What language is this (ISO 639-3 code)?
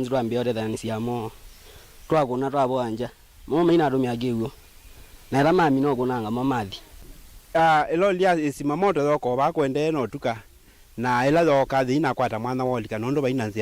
kam